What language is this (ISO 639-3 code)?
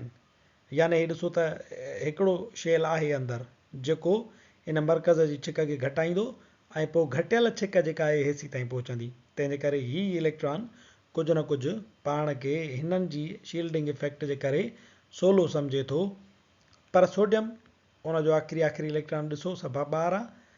snd